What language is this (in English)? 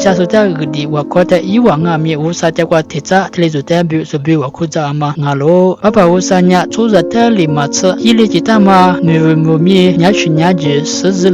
Lisu